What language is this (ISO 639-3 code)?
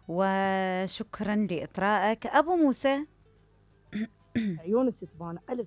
acm